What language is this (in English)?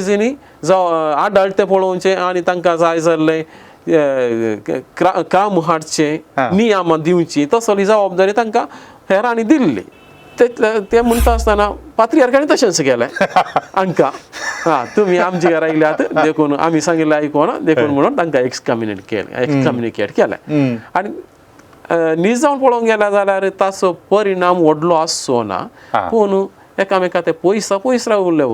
Konkani